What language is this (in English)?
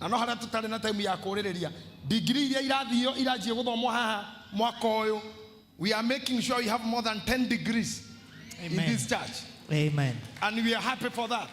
Kikuyu